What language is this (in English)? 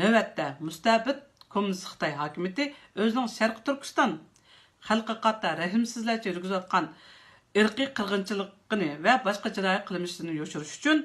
Uyghur